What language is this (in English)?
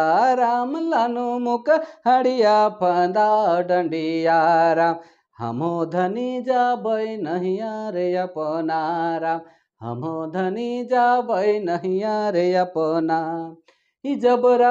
Sadri